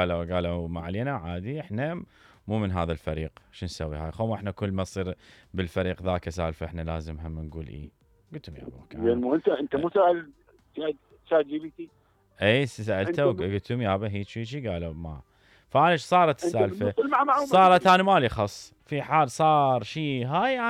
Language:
Mesopotamian Arabic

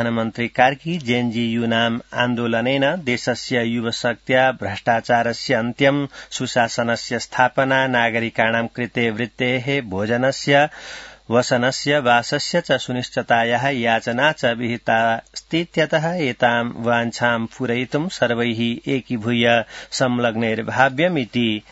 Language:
Sanskrit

